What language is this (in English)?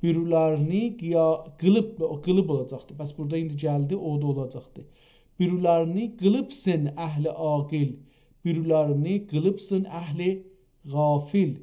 South Azerbaijani